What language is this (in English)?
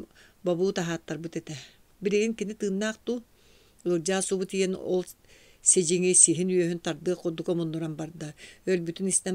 Yakut